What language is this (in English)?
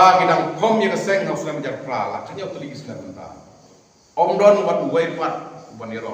Khasi